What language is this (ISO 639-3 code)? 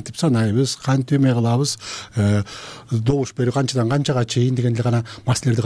kir